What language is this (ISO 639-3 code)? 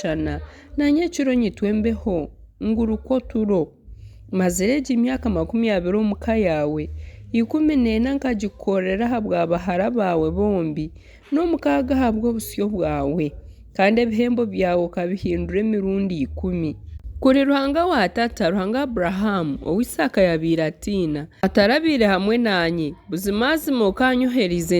nyn